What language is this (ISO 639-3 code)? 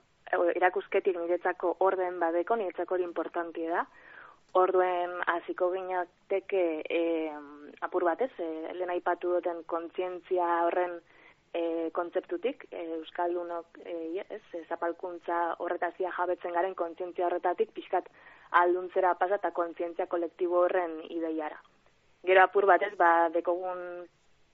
eus